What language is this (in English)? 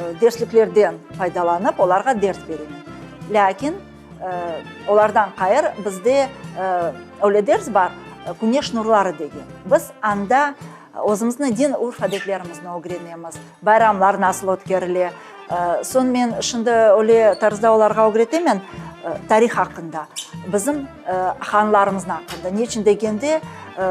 Crimean Tatar